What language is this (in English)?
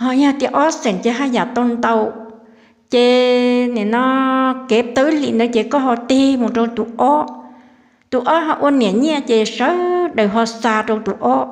Hmong